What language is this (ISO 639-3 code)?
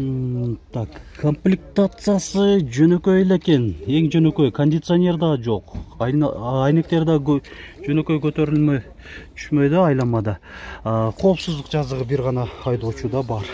kir